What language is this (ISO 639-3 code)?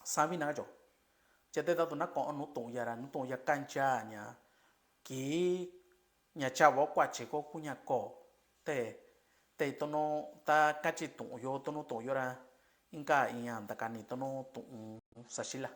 mix